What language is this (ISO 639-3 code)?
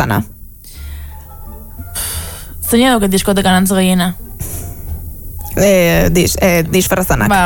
eus